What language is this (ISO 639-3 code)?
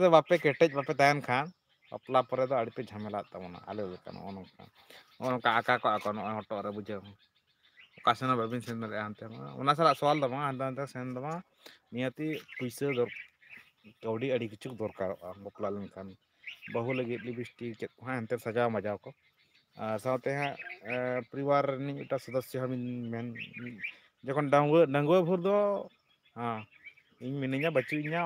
sat